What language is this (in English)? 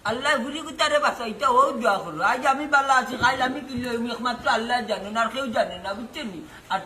Sylheti